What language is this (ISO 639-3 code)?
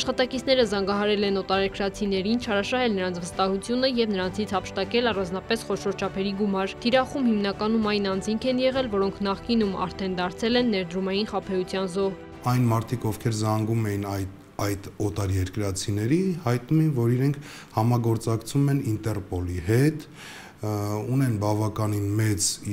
hye